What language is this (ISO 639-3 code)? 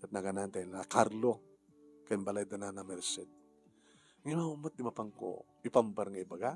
ilo